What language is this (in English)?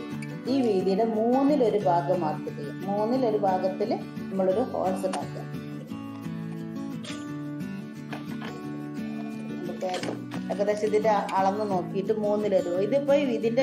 Malayalam